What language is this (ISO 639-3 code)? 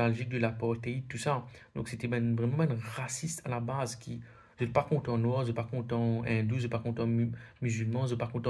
mfe